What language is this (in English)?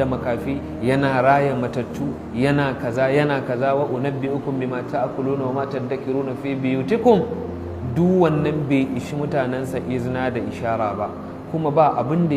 Hausa